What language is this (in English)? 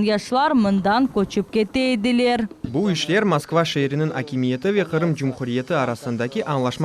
Crimean Tatar